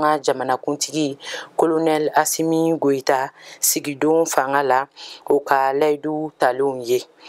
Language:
Bambara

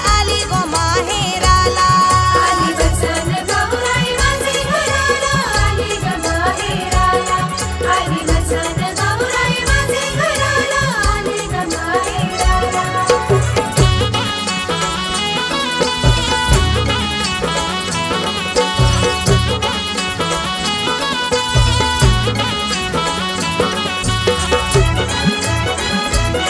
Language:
Marathi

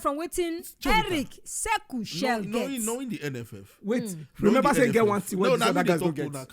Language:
Nigerian Pidgin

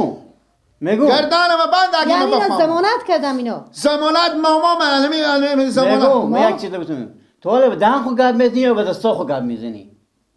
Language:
Persian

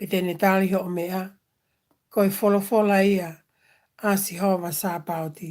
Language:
Tongan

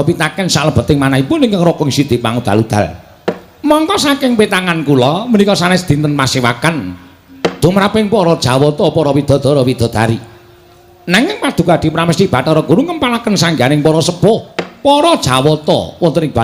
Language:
Javanese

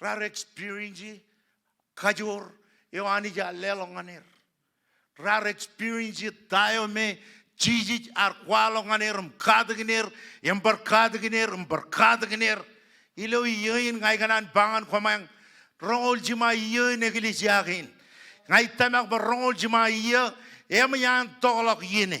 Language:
Marshallese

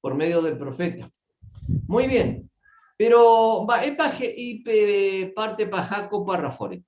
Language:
Guarani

